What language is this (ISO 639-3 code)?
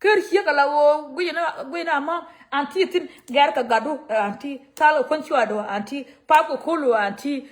nus